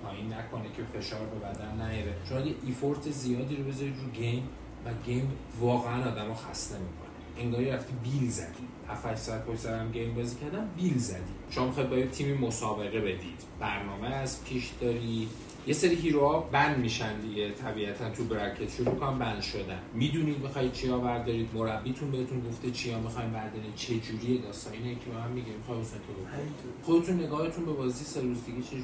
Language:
Persian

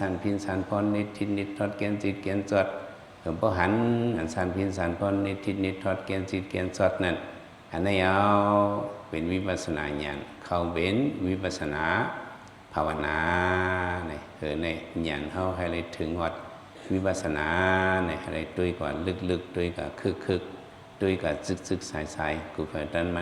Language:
Shan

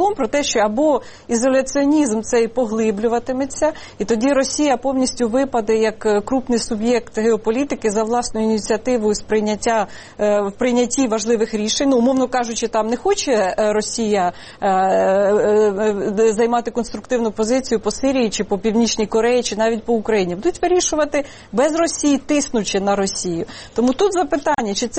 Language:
Ukrainian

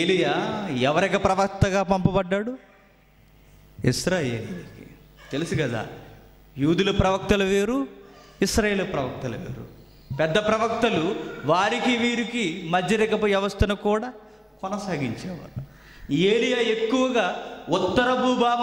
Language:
Telugu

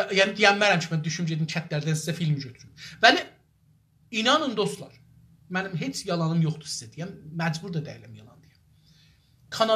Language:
South Azerbaijani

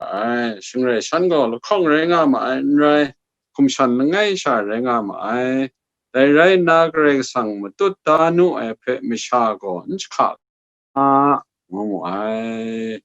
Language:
Kachin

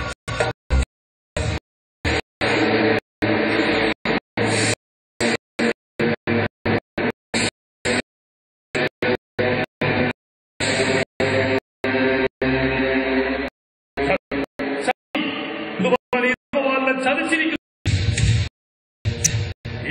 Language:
Malayalam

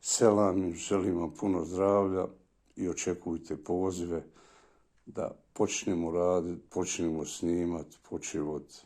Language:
Bosnian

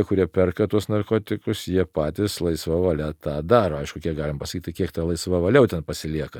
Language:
Lithuanian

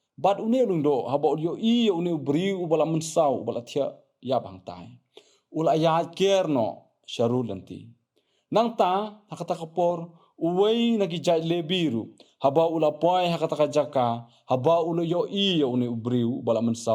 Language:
Khasi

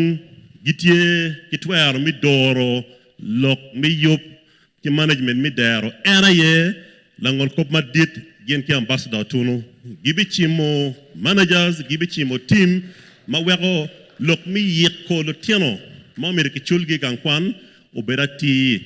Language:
Acoli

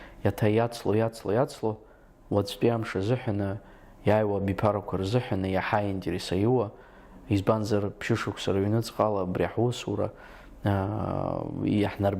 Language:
Abkhazian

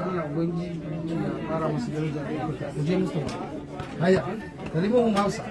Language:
Hausa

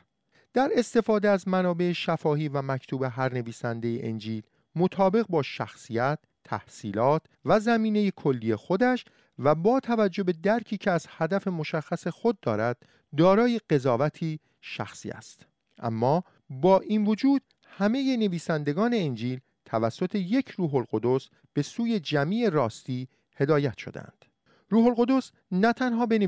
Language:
Persian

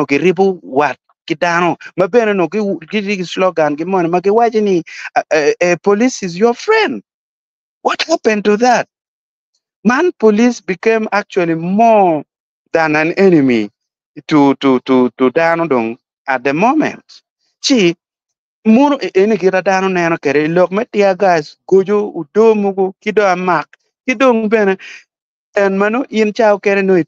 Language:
Acoli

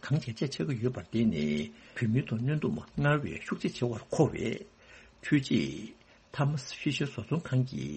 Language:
Tibetan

